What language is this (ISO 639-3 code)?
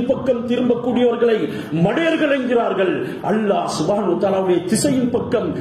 tam